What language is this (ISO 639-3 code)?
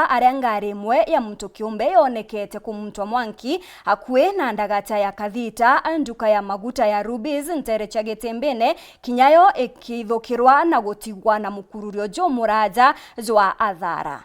mer